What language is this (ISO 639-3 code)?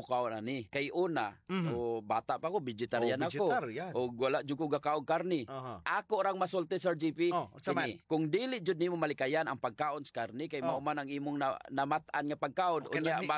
ceb